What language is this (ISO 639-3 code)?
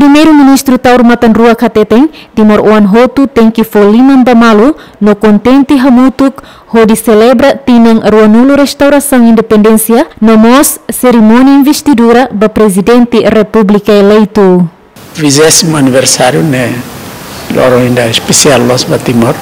tet